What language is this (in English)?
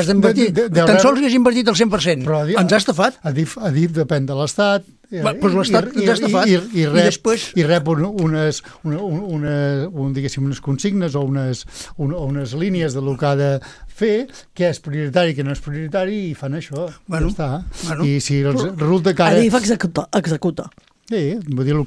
Catalan